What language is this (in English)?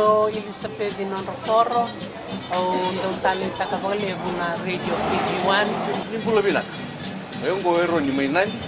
Fijian